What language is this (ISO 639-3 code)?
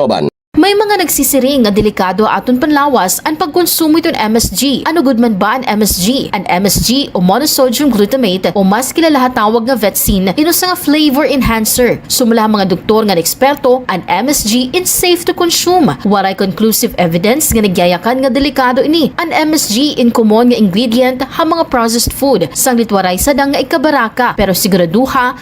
war